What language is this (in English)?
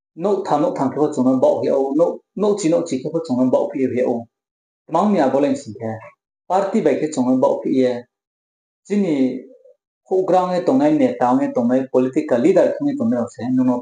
Riang (India)